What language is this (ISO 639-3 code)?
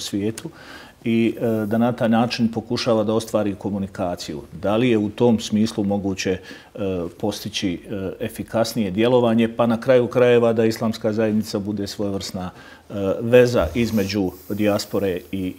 bos